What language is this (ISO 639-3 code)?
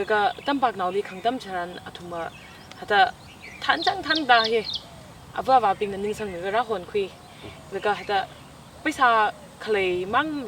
nmf